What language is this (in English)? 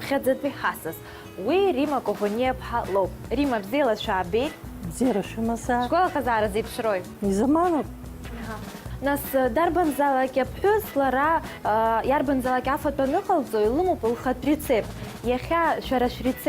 Abkhazian